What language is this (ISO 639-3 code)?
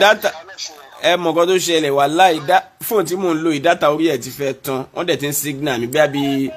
yor